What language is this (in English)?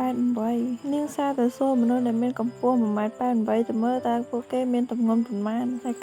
Khmer